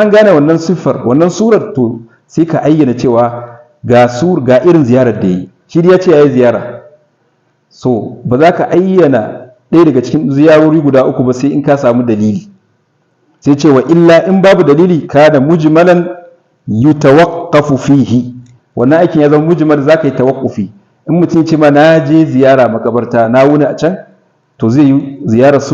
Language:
Hausa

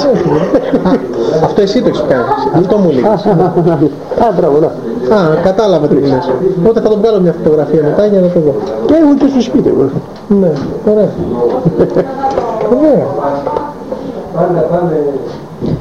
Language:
Greek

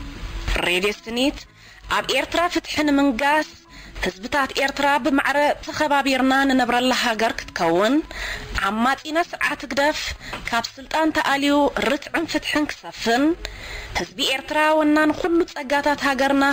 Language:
Tigrinya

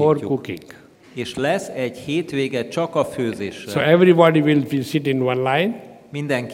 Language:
Hungarian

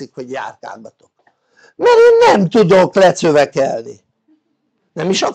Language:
Hungarian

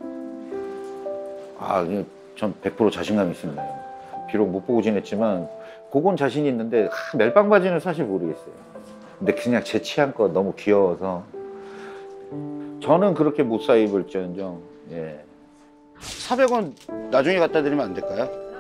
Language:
Korean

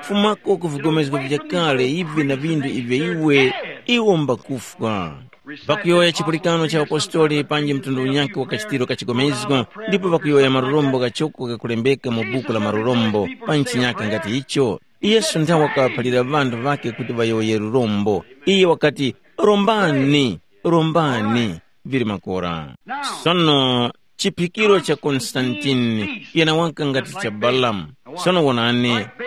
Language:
Tumbuka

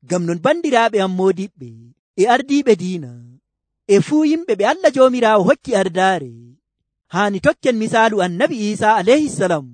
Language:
Nigerian Fulfulde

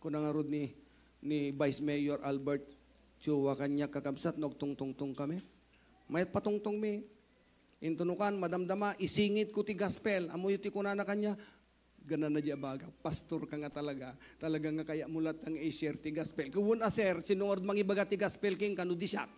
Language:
Iloko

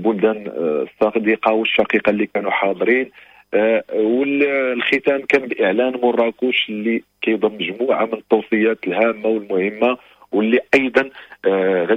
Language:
Moroccan Arabic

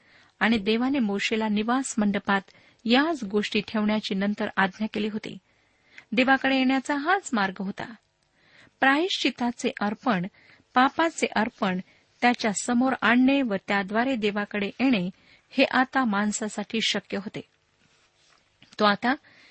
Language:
Marathi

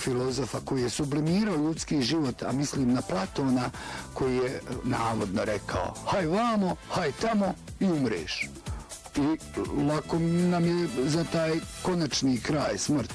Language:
Bosnian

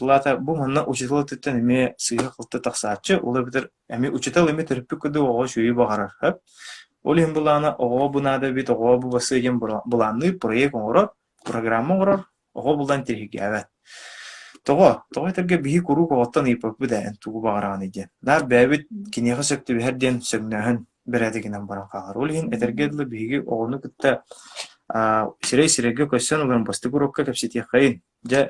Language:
Yakut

